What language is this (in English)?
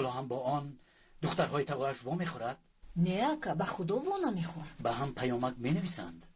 Tajik